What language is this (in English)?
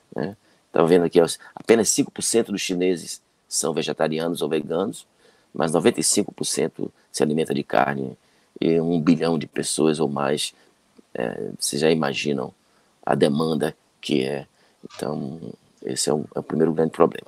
Portuguese